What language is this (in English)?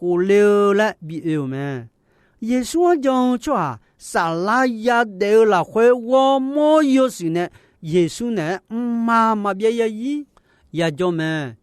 Akha